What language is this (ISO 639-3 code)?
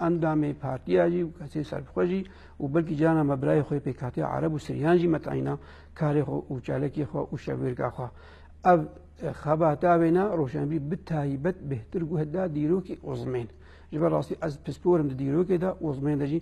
kur